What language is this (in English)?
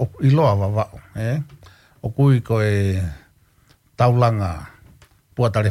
Tongan